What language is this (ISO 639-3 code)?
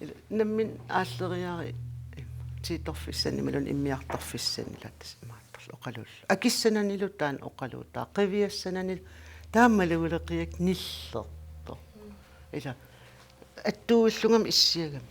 kal